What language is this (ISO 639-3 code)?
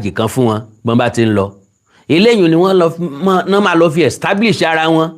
yor